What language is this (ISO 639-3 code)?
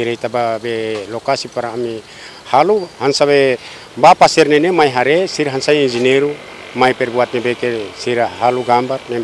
tet